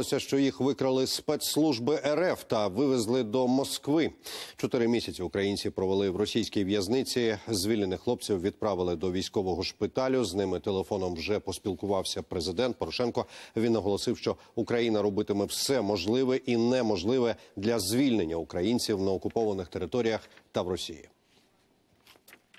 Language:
Ukrainian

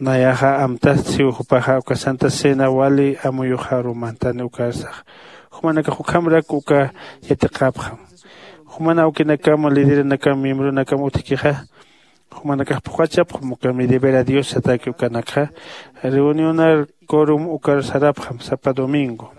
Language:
Aymara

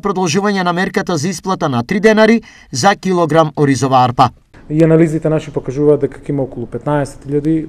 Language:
Macedonian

